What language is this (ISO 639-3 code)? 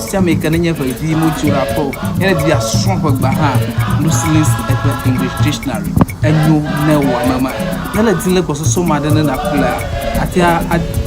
ewe